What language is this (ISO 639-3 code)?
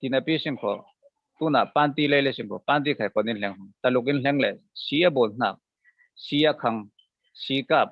cfm